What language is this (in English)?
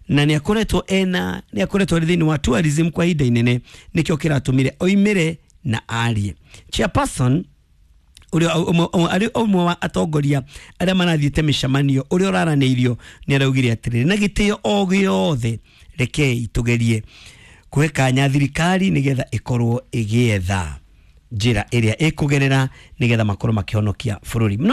Kikuyu